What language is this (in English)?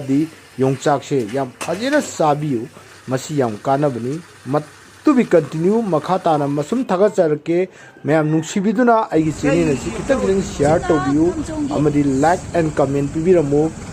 Manipuri